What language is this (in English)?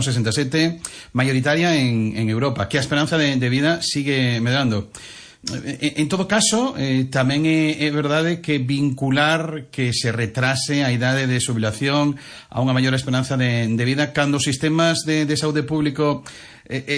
Galician